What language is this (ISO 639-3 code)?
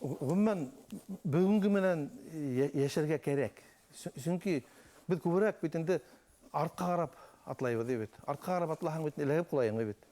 bak